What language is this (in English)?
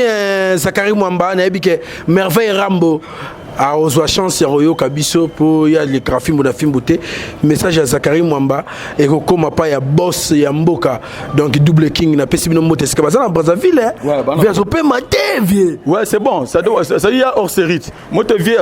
Lingala